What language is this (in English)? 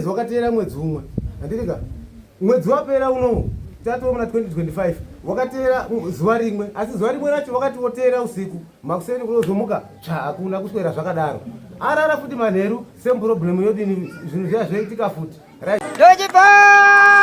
Shona